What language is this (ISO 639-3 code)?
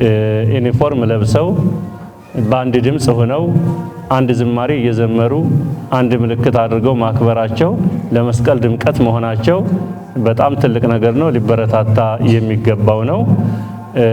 amh